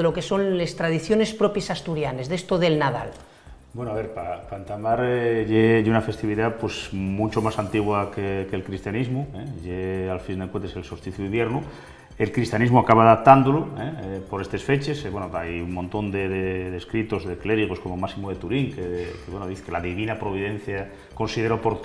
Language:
Asturian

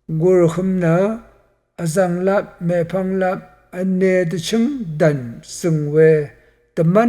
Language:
Rawang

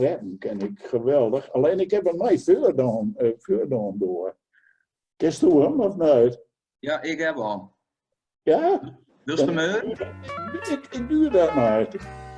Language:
Gronings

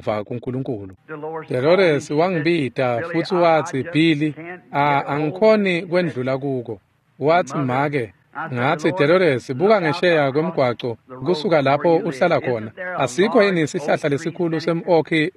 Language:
Swati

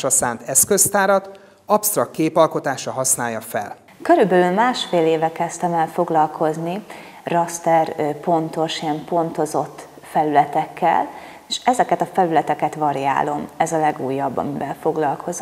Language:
Hungarian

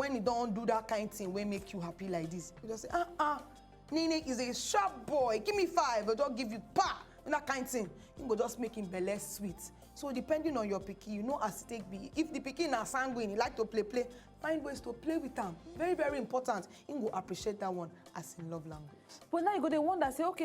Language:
Nigerian Pidgin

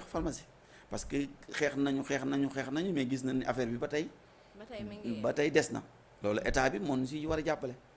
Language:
Wolof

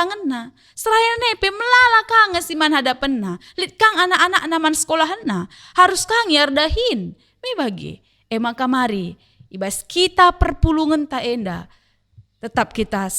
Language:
Batak Karo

